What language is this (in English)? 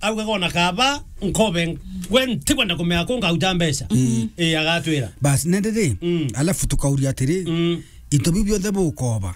Meru